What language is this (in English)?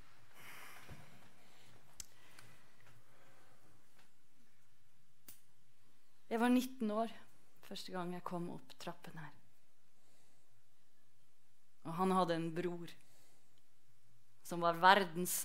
Norwegian